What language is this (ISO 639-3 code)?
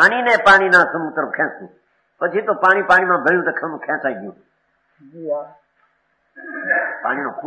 guj